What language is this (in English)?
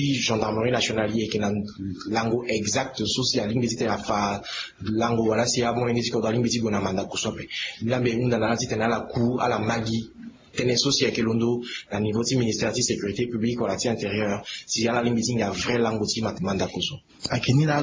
Sango